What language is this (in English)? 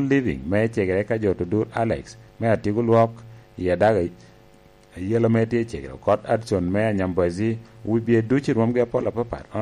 Lango (Uganda)